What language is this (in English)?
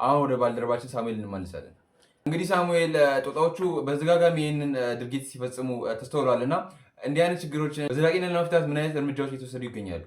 Amharic